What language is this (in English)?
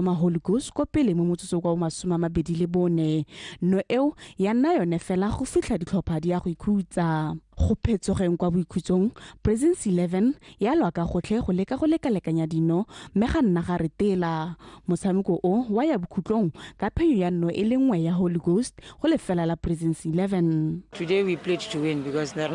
Tswana